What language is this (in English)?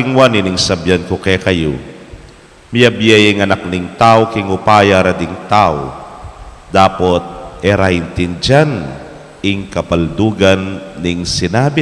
Pampanga